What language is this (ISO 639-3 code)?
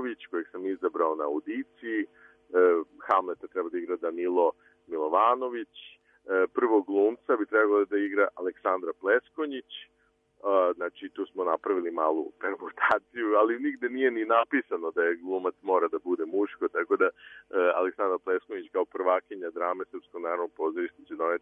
srp